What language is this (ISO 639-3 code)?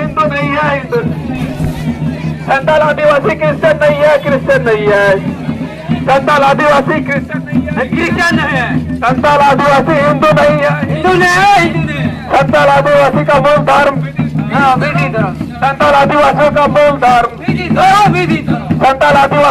sat